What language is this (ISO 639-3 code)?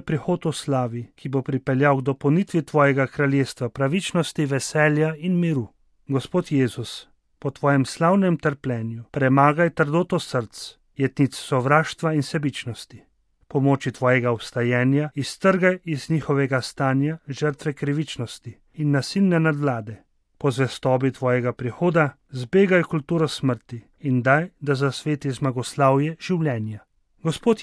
slv